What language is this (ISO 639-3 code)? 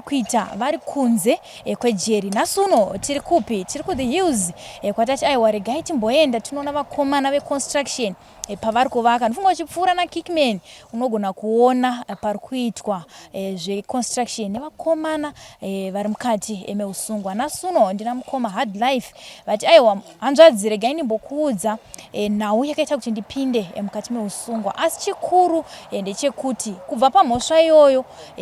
sna